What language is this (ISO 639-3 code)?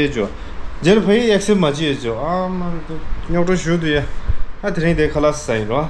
bod